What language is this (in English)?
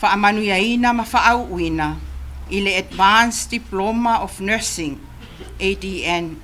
Samoan